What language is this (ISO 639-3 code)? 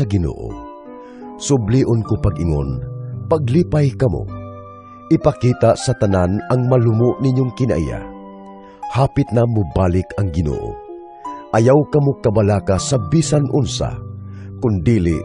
ceb